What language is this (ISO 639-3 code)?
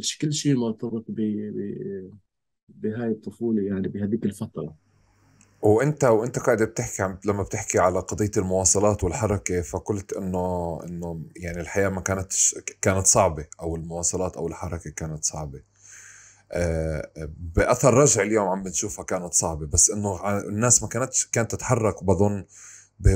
apc